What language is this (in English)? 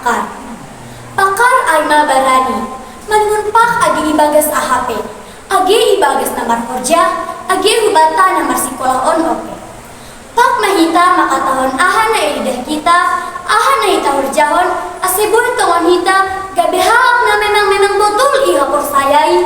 Batak Simalungun